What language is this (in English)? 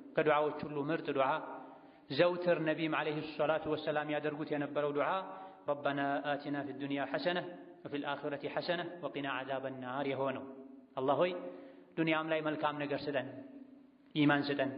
Amharic